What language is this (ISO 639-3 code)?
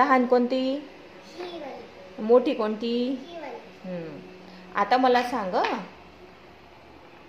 mar